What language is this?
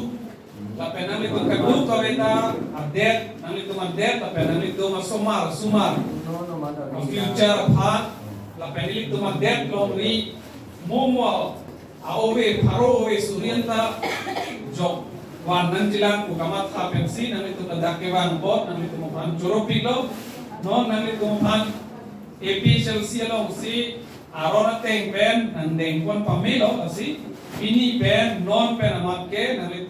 Karbi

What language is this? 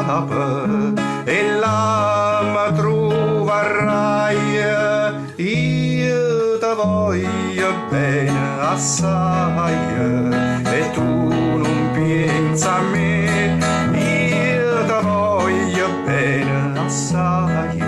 Neapolitan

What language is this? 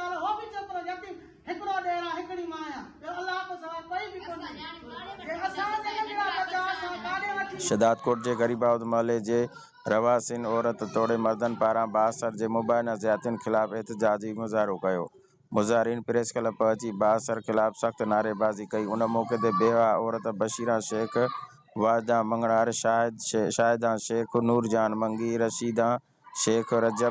Sindhi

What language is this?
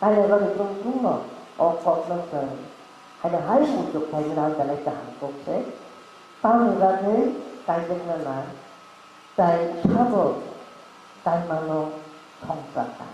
Kok Borok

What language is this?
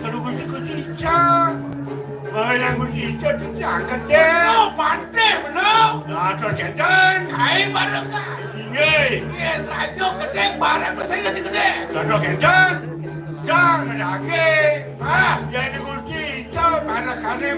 Balinese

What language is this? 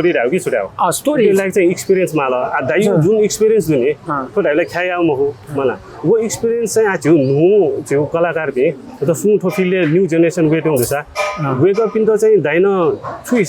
Newari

